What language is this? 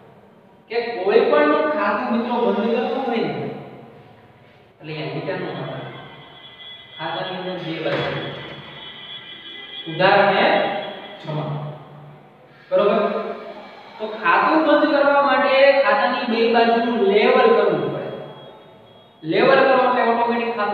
Gujarati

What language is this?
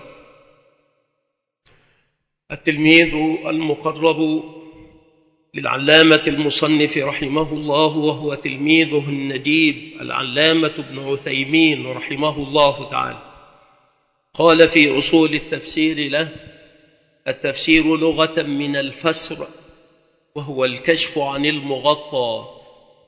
Arabic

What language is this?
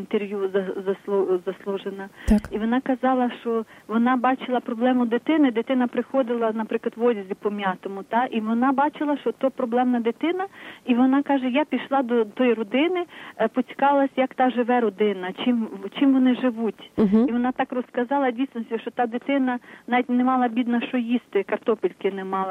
Ukrainian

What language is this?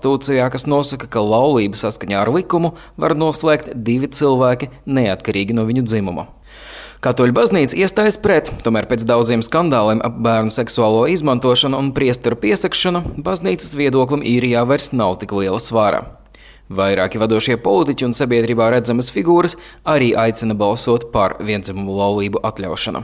Latvian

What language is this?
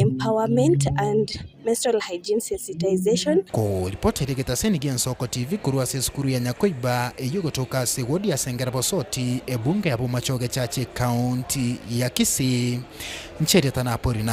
Gusii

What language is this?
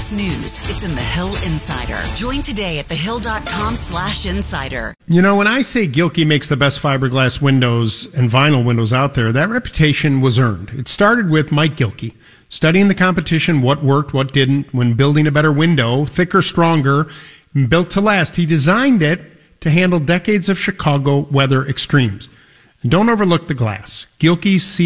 English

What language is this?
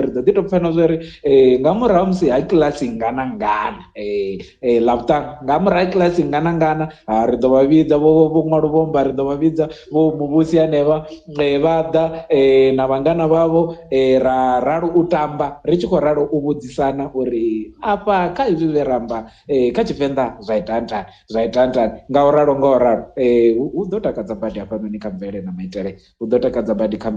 Venda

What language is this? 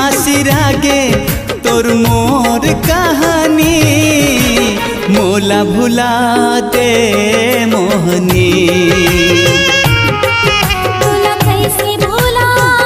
Chhattisgarhi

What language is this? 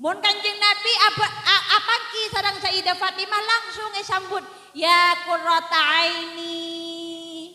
Madurese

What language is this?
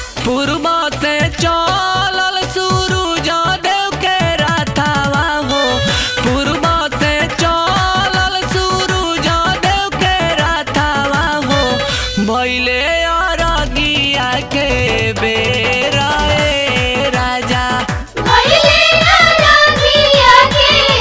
Bhojpuri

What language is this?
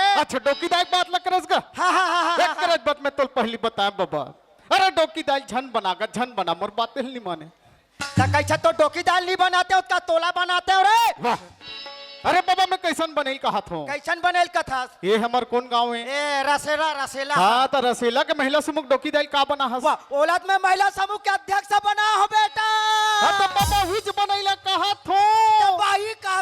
Chhattisgarhi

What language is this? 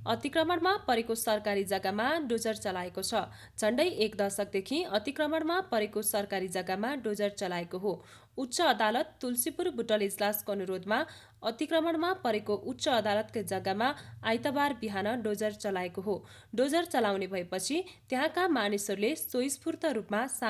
Nepali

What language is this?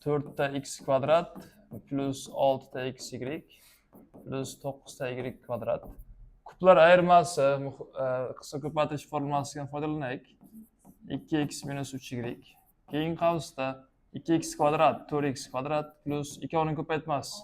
Uzbek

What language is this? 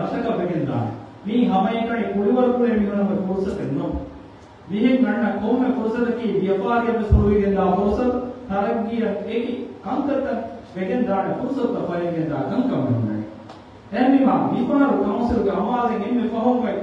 Divehi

